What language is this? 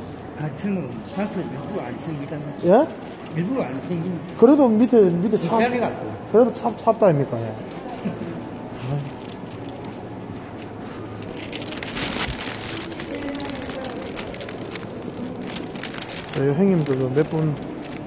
Korean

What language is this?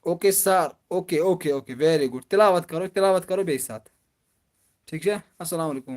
Kashmiri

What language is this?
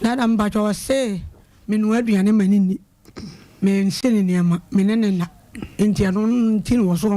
Akan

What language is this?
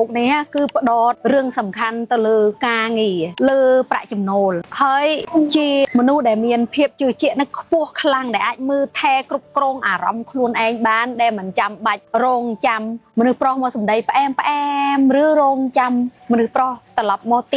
Khmer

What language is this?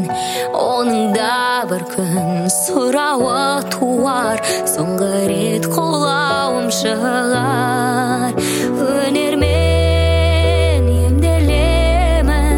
Kazakh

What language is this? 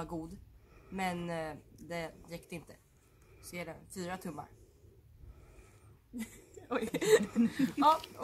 Swedish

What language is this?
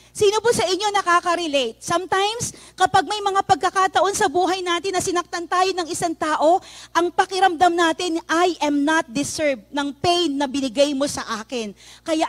Filipino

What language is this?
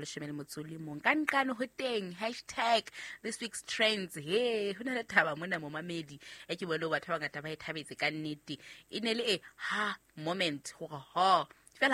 Southern Sotho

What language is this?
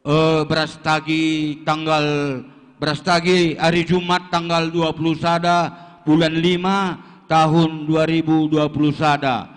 Batak Karo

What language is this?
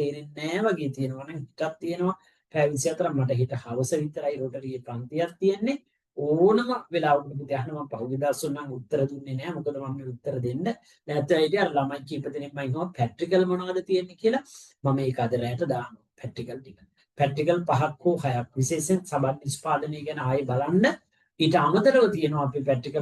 Sinhala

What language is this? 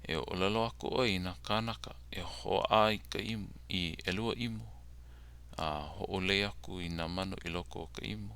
Hawaiian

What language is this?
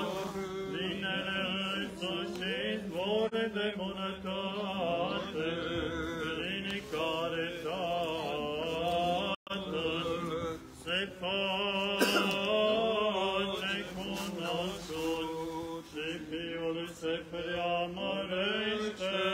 Romanian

